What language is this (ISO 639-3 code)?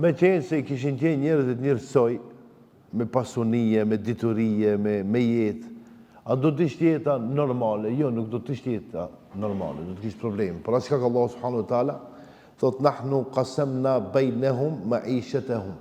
sqi